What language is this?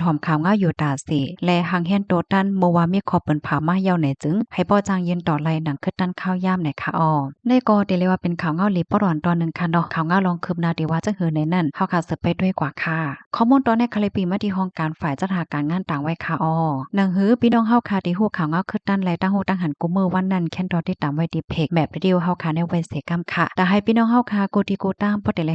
Shan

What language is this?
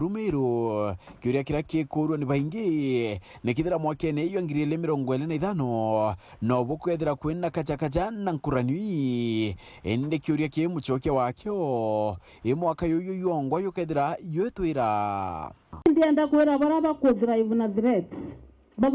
Meru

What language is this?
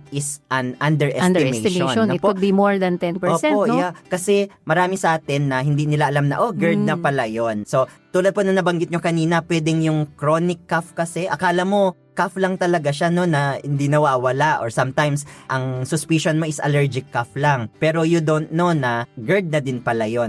Filipino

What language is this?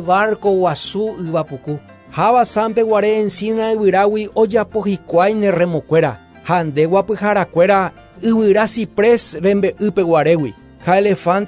Guarani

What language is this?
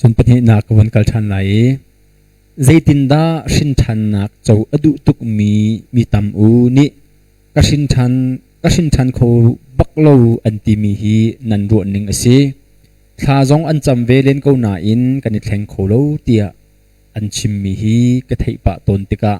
Hakha Chin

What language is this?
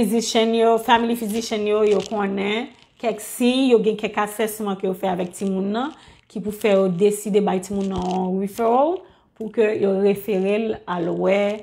Haitian Creole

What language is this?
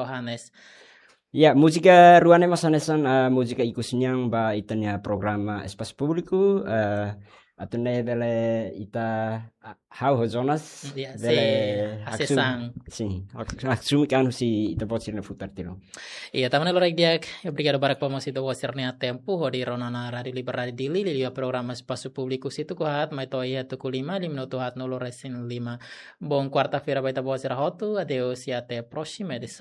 Tetum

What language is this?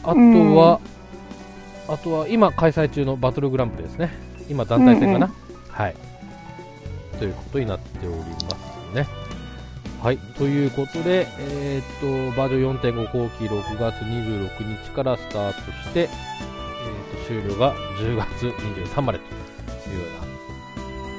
Japanese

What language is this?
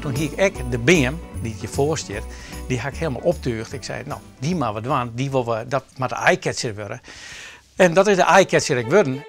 Western Frisian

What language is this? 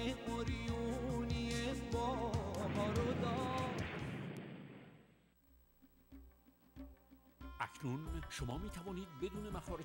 Persian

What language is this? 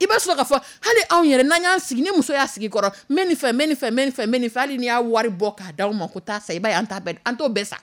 Dyula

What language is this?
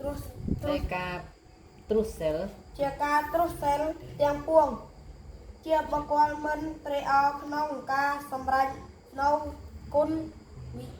Khmer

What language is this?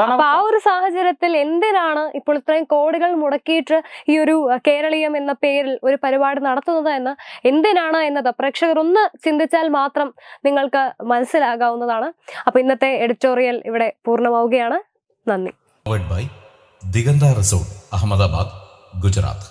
Malayalam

